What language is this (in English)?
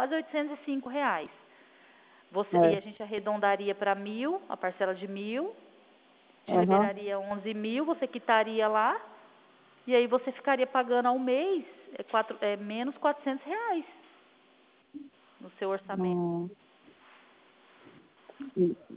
Portuguese